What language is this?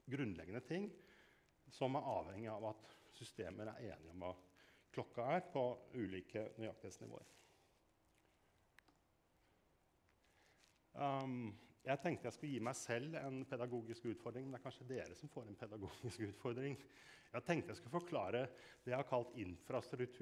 Norwegian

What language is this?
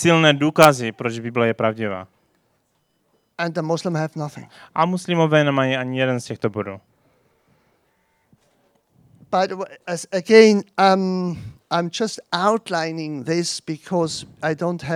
Czech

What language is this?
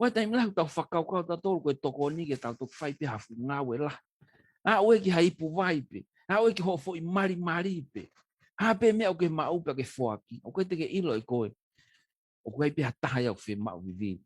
Tongan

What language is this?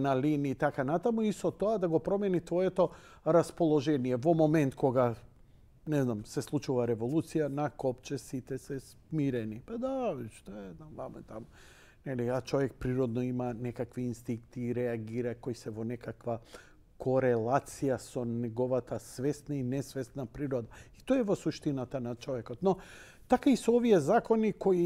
Macedonian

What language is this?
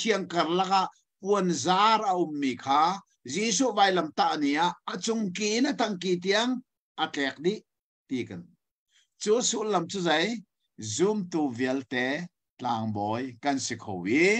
Hakha Chin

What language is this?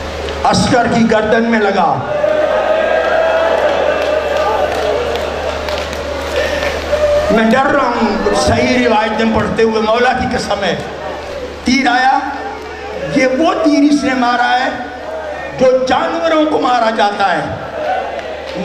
Urdu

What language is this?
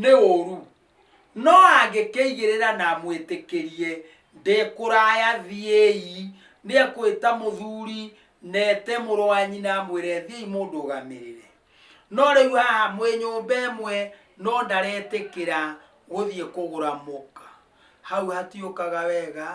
Kikuyu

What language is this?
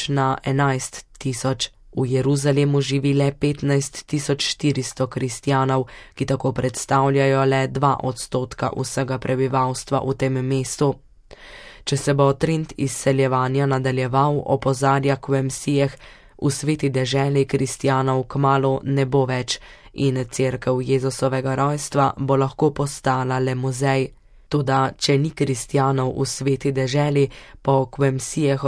Slovenian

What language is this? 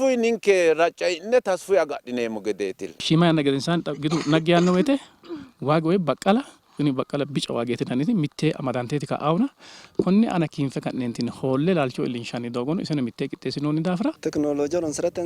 Sidamo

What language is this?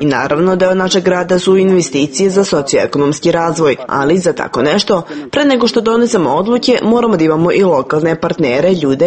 Serbian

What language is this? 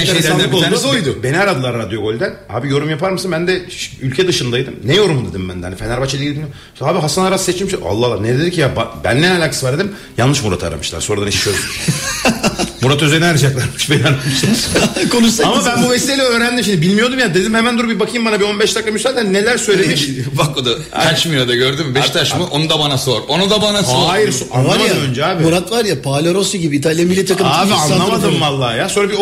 Turkish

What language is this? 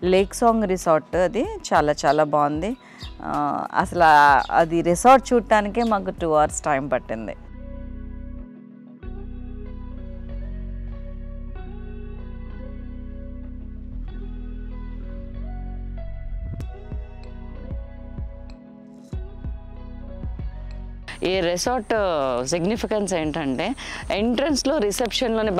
Telugu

